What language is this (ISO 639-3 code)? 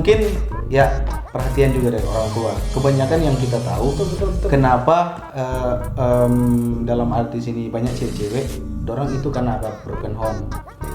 xmm